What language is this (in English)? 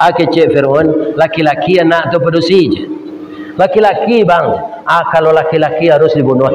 Minangkabau